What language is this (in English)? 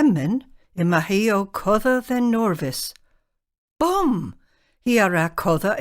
Cornish